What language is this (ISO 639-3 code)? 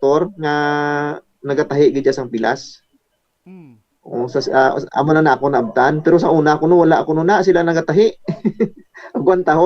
hil